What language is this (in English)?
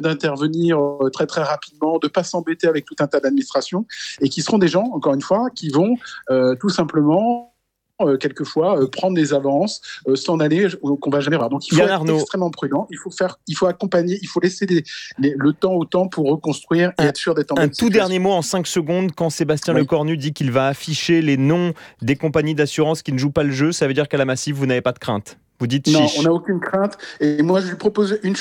French